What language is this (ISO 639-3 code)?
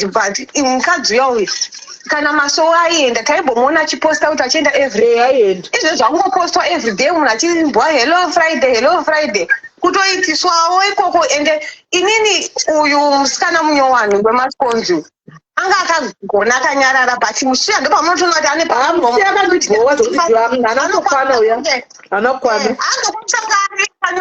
sna